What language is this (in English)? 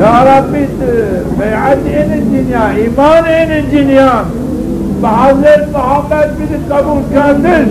Zaza